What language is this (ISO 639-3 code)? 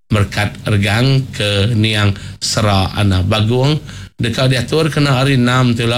iba